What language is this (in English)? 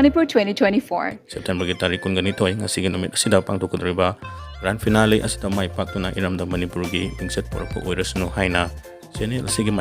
Manipuri